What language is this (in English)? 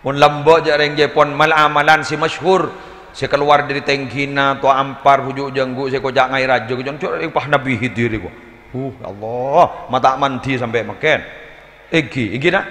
Madurese